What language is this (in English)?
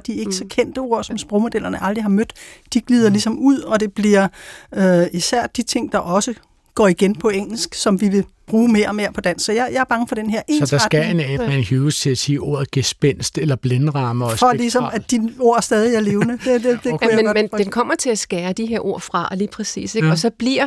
Danish